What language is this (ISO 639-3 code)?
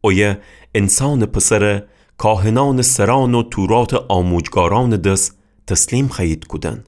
glk